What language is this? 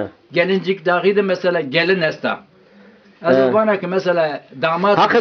Zaza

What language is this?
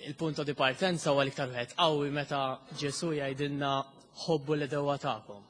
Maltese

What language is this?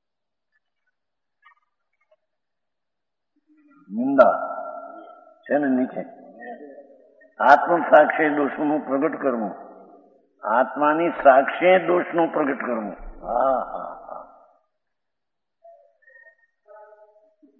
Gujarati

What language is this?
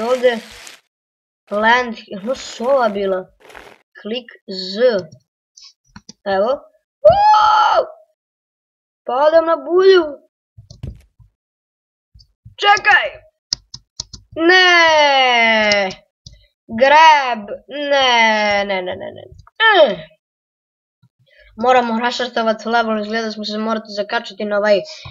Croatian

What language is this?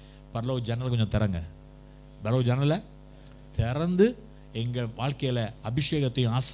Tamil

